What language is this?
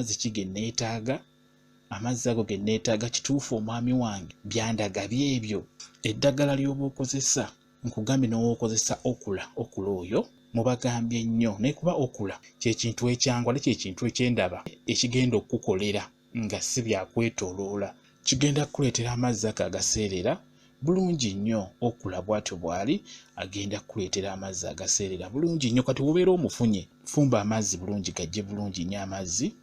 Ganda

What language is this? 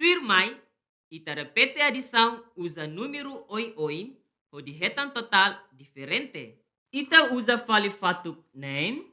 Tetum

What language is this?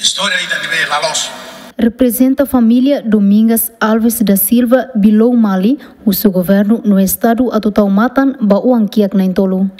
Tetum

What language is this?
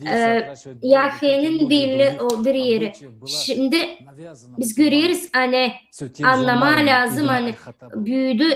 Gagauz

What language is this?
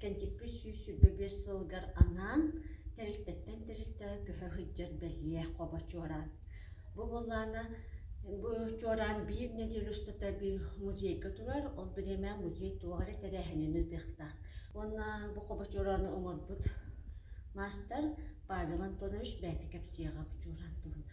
Yakut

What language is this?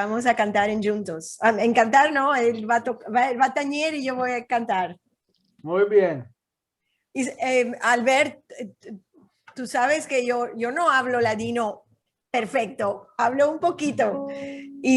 Ladino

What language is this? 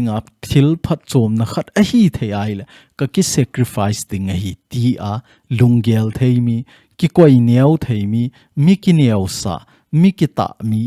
Thado Chin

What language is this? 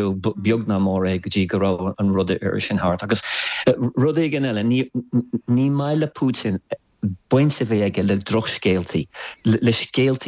Irish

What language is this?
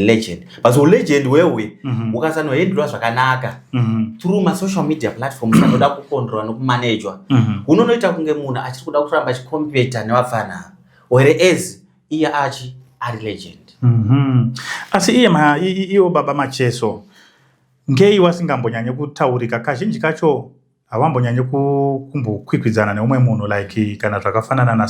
Shona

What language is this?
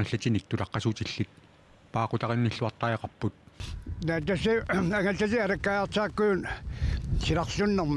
Kalaallisut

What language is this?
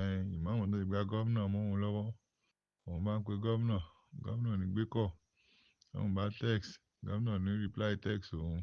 Yoruba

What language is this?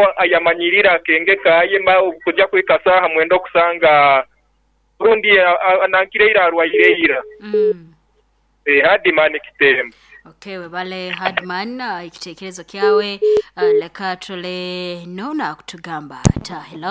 Nyoro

